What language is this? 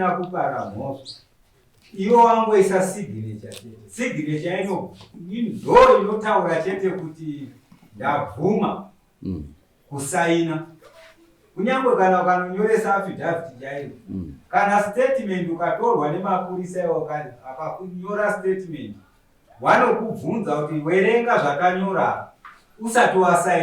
Shona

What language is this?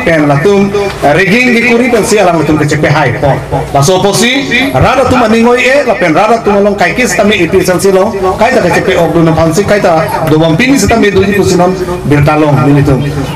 Karbi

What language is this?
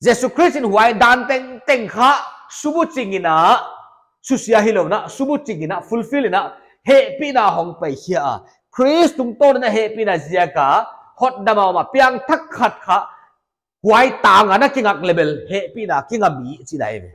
Paite Chin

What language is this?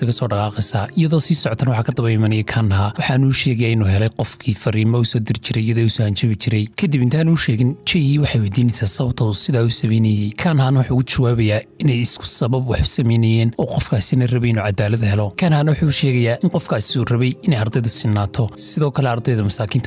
Somali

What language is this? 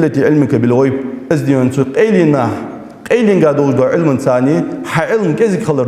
Ingush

